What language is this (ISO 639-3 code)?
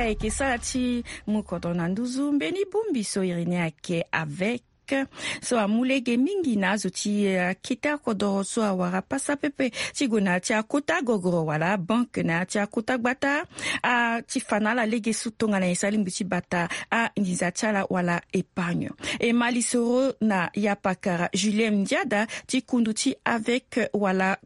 sag